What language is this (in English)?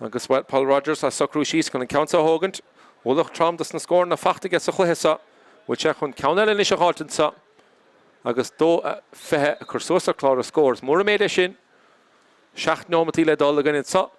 Irish